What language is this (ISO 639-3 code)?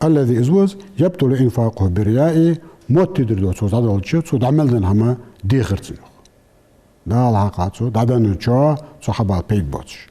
inh